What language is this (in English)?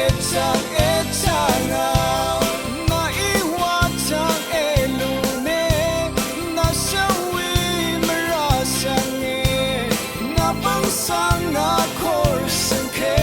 Rawang